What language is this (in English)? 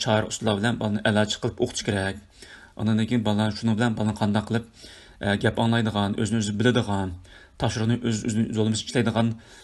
Uyghur